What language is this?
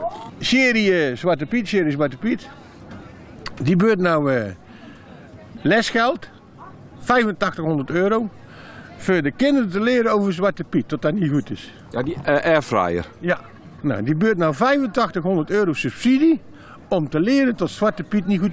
Dutch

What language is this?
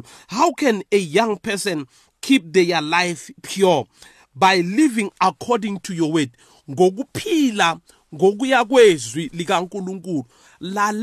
South Ndebele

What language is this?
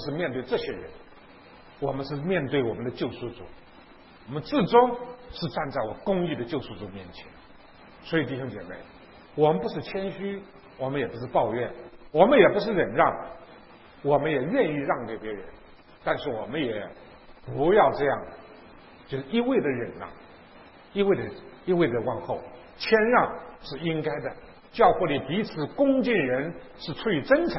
Chinese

